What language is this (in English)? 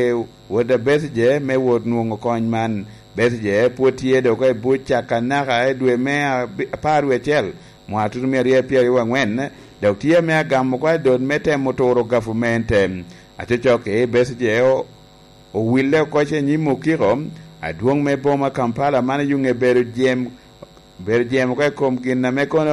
Lango (Uganda)